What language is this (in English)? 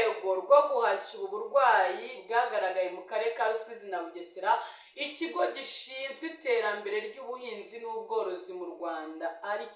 Kinyarwanda